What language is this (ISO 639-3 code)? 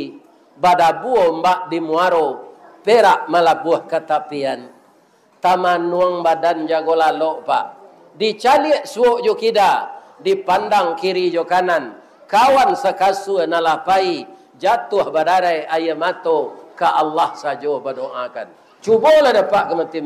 min